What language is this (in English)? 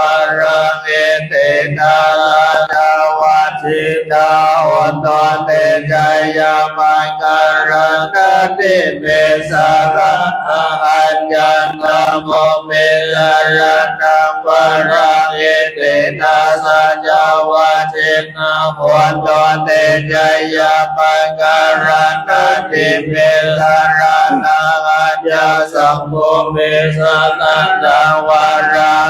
Pali